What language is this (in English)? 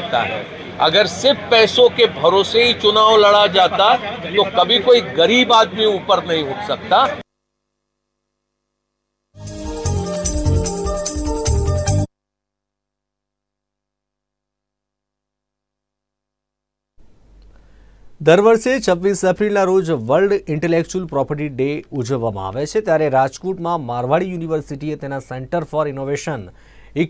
Gujarati